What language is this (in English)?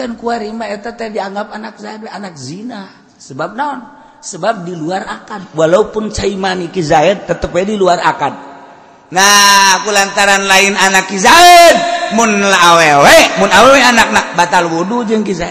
Sundanese